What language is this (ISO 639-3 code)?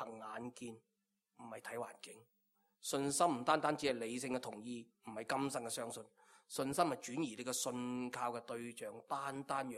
yue